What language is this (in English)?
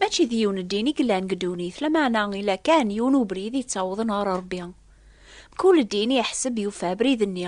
Kabyle